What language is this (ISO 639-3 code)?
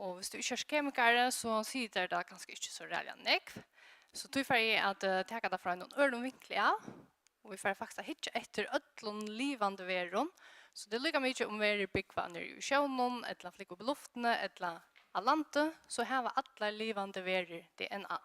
fao